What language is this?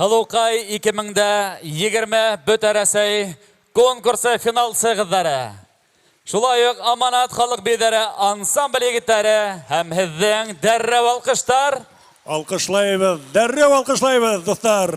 Bashkir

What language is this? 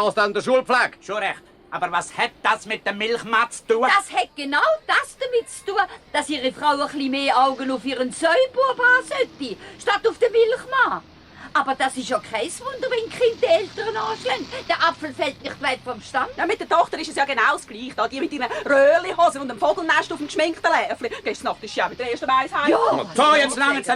Swiss German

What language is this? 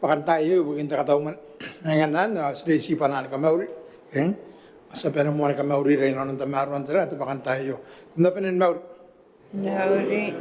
Gilbertese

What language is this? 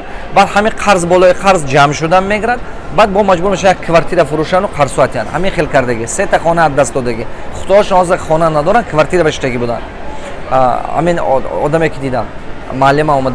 Tajik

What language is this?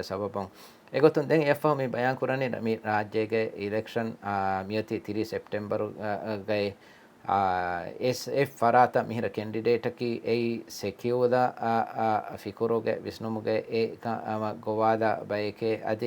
Divehi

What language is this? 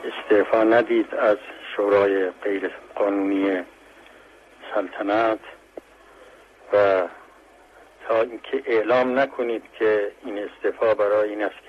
Persian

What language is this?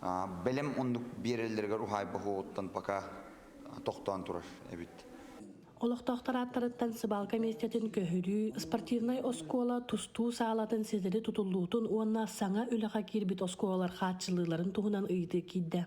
Yakut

